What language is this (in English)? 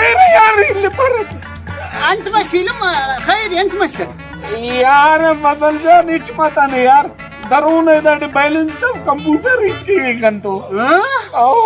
Brahui